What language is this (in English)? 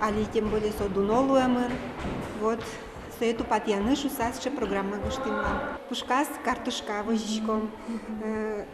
Udmurt